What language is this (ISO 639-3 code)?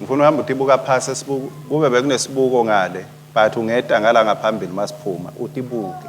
ssw